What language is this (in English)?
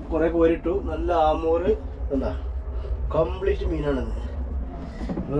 Malayalam